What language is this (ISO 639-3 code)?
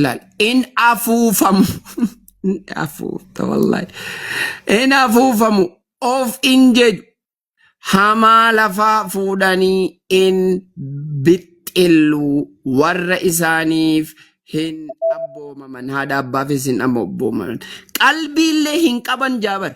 orm